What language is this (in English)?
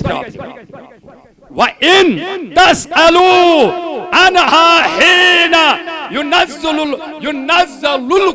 Kashmiri